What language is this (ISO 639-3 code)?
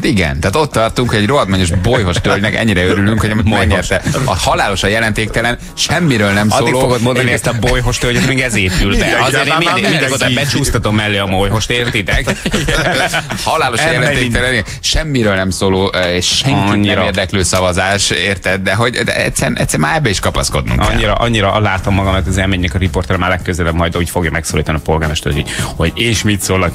hun